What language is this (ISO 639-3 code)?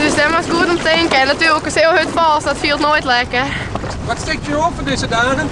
fry